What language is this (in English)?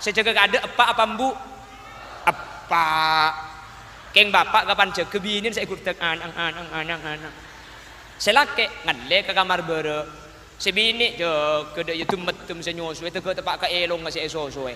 Madurese